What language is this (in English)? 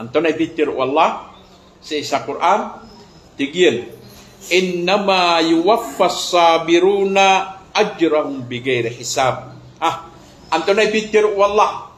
Maranao